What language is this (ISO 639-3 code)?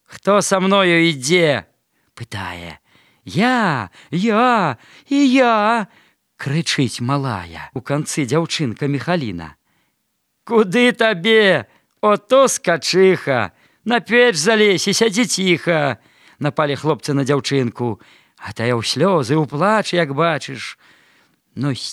bel